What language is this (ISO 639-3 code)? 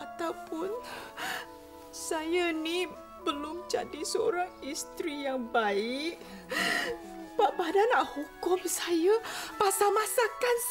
msa